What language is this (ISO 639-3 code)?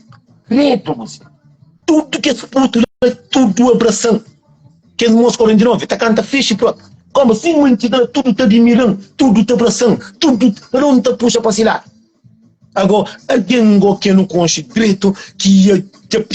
kea